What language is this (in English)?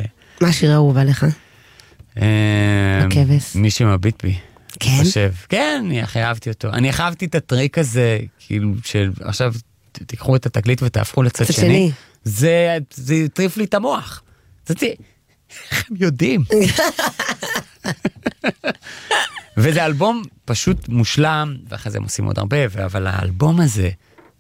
Hebrew